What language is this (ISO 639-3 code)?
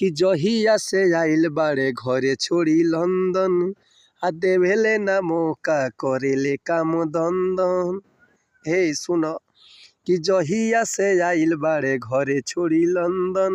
bho